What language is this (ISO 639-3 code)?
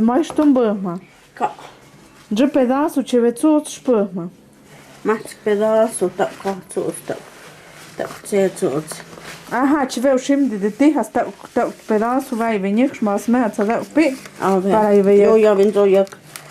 mto